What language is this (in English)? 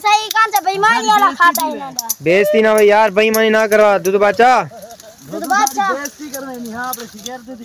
Saraiki